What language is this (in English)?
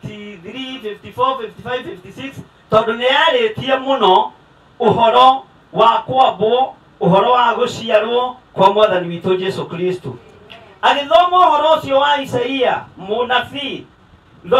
Kikuyu